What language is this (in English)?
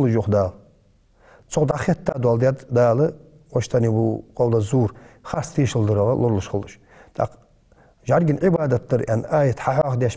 Ingush